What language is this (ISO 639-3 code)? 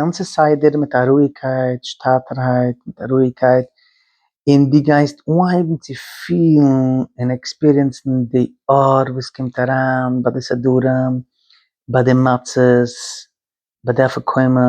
yid